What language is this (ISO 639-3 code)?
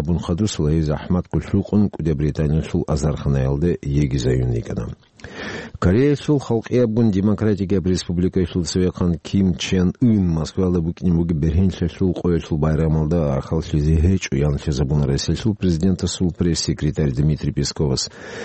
ava